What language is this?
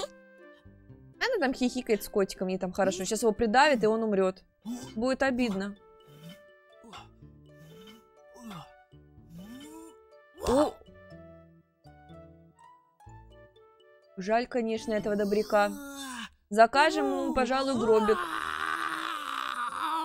Russian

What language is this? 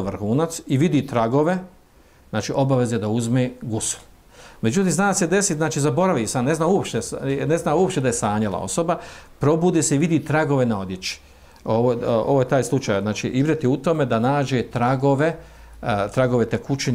Bosnian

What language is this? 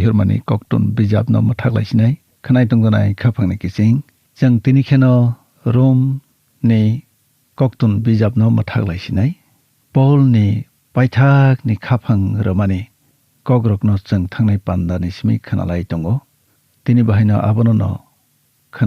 Kok Borok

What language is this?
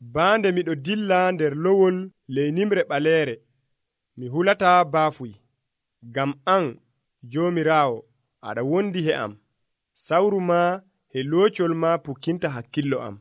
Nigerian Fulfulde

